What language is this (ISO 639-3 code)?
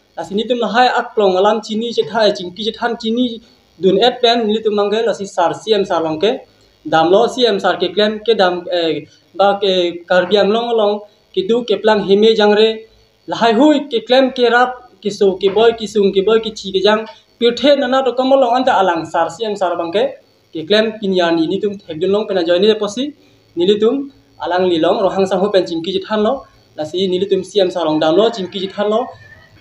mjw